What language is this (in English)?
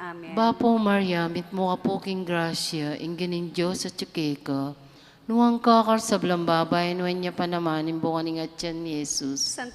Pampanga